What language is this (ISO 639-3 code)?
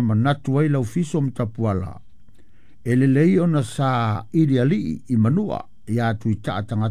smo